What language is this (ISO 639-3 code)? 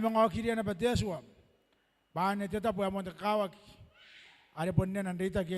gil